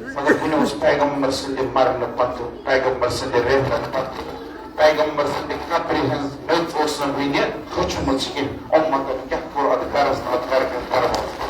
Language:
Kashmiri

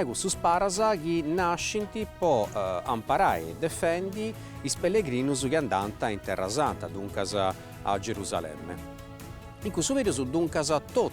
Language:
Sardinian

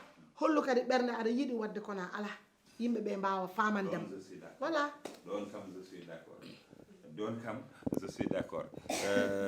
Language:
Fula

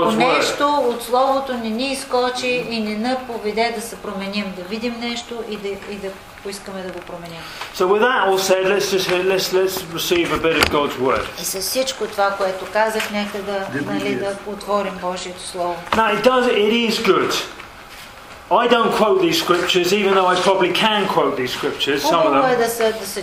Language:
Bulgarian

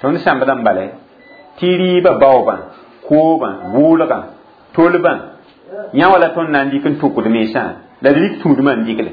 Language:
Mossi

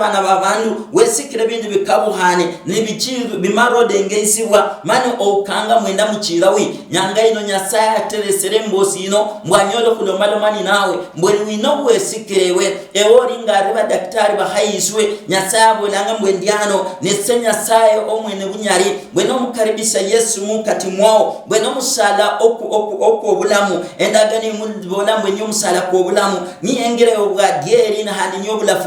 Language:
Luyia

